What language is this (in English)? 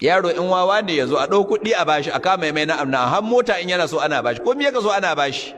Hausa